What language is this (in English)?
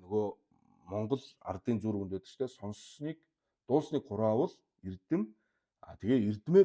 Mongolian